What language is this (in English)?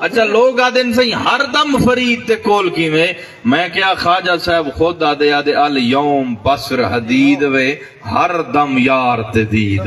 Saraiki